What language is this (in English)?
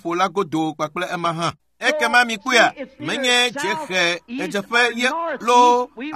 Ewe